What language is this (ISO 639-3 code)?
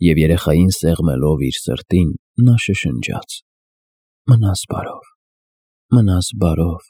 hye